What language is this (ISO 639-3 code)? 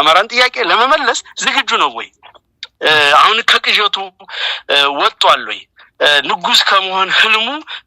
amh